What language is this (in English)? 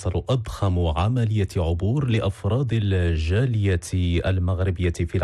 Arabic